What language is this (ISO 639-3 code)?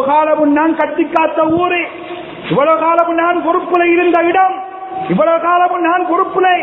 tam